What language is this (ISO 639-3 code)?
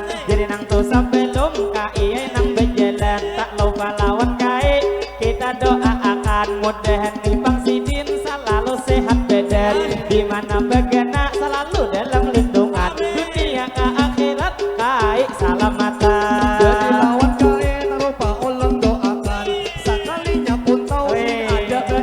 bjn